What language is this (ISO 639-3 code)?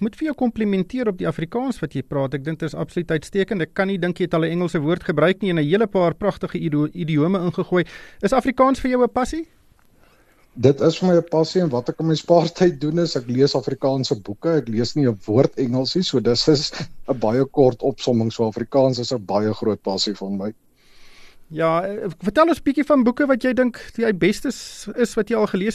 afr